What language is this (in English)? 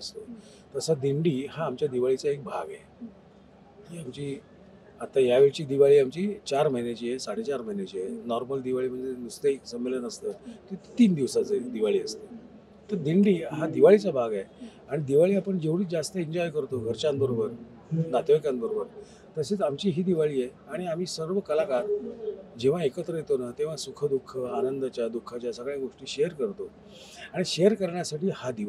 Marathi